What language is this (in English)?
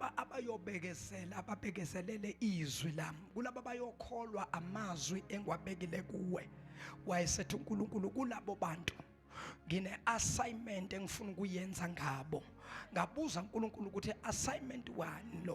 Zulu